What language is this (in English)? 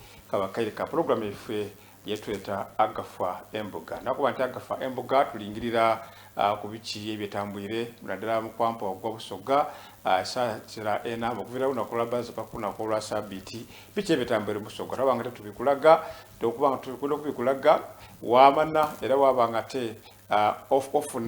Soga